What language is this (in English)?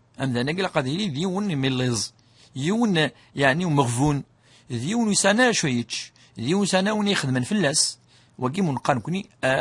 Kabyle